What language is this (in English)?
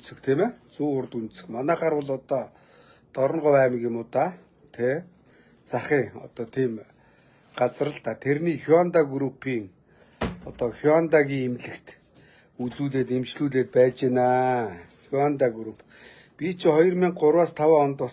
Mongolian